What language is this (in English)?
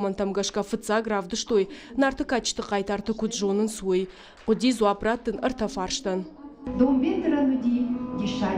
Ossetic